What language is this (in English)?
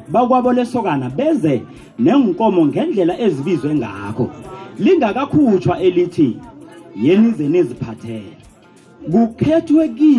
South Ndebele